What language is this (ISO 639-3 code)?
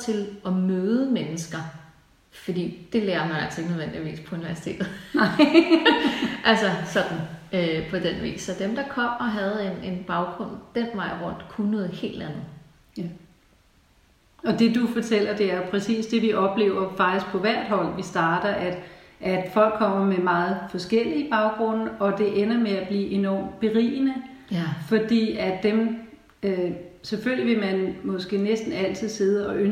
dan